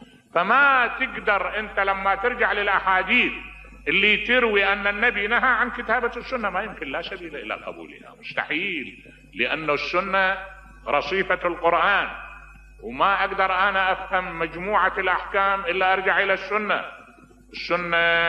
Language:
Mesopotamian Arabic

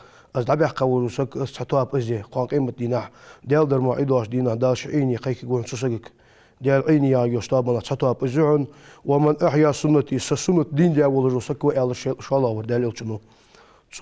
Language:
Ingush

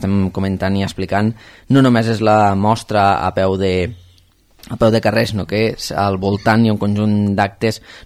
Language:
Catalan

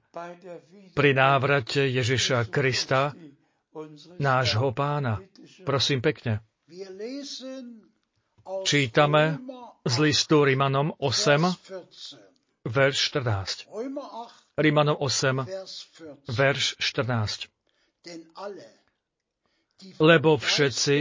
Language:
Slovak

